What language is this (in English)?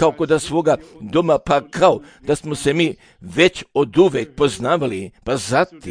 Serbian